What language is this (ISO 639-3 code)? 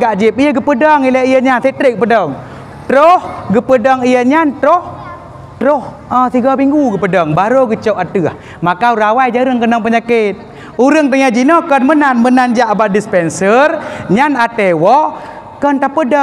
ace